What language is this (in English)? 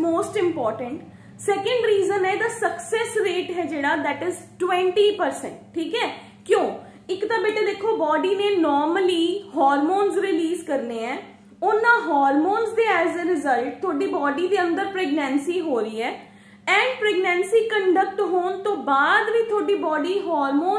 Punjabi